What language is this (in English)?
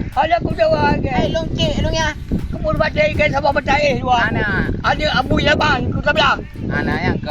Achinese